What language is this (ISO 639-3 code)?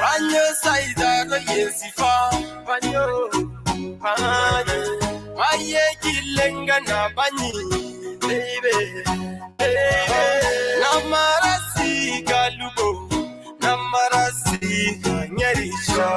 mas